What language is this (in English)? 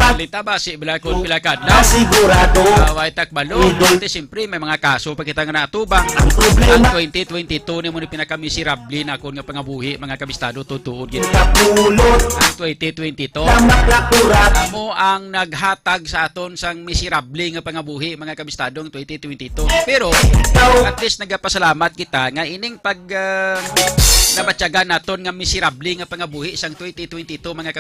Hiligaynon